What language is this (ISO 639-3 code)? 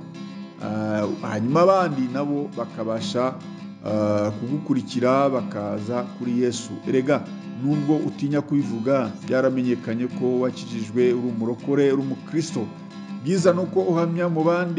kin